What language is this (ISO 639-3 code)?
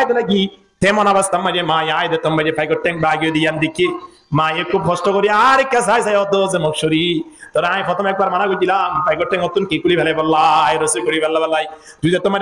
rhg